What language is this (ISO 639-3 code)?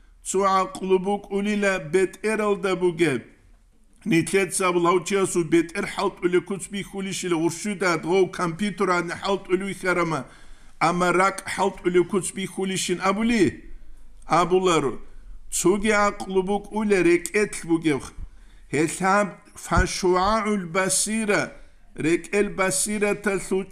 ava